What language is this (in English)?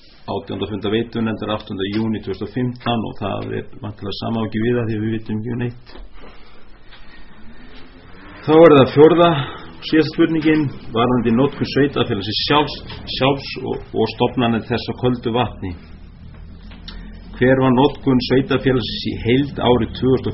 Icelandic